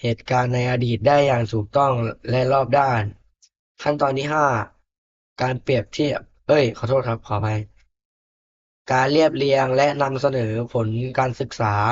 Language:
Lao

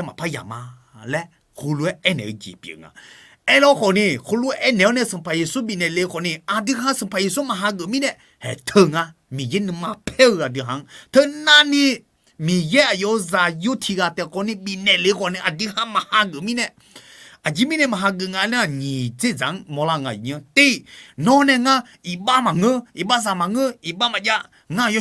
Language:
Akha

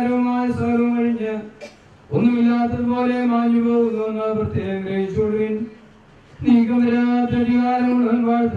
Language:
Malayalam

